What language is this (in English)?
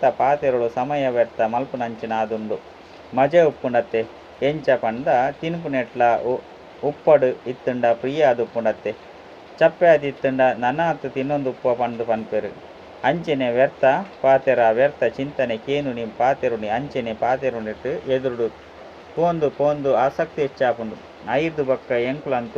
Tulu